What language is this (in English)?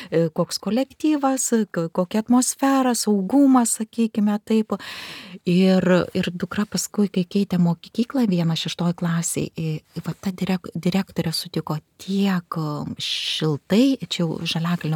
Lithuanian